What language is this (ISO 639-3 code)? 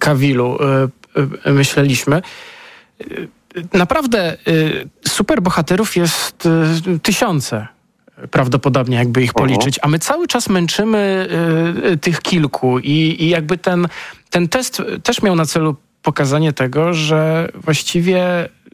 pol